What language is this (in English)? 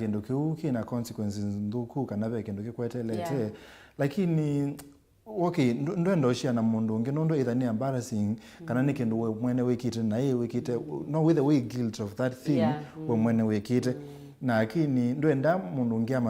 Kamba